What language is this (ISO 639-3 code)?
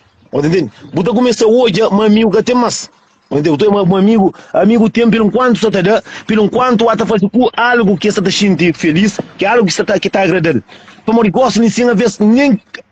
kea